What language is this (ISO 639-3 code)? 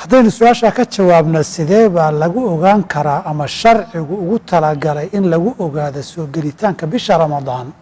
som